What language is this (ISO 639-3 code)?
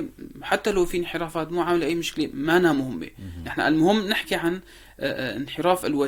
apc